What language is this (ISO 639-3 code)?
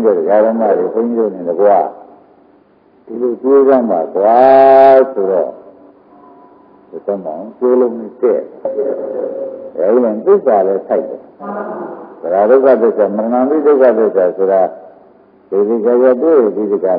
mya